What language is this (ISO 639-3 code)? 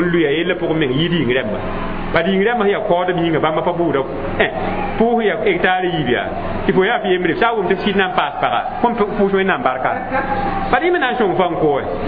mos